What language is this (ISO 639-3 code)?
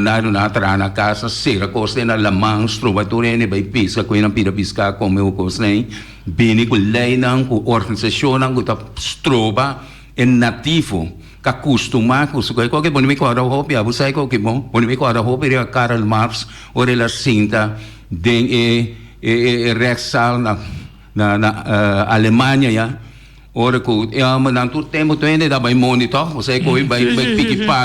pap